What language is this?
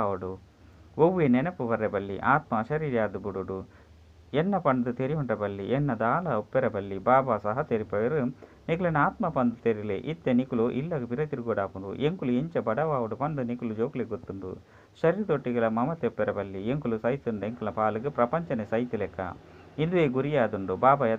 Tulu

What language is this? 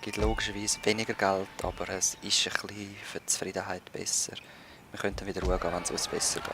Swiss German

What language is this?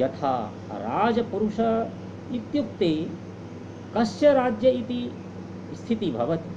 Sanskrit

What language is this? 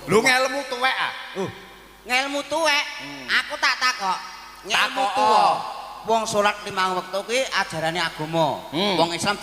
Javanese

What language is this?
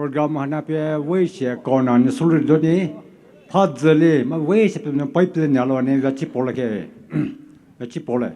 Poumei Naga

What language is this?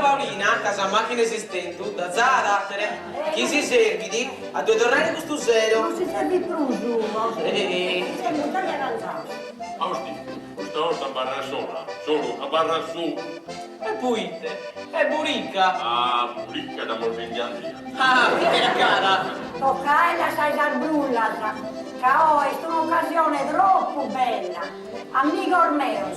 Sardinian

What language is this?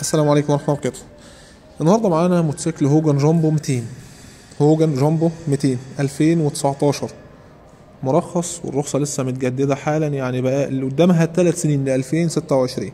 Egyptian Arabic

